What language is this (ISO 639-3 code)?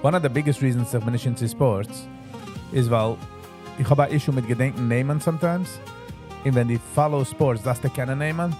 yid